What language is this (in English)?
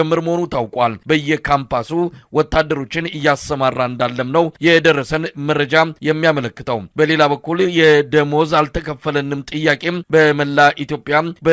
Amharic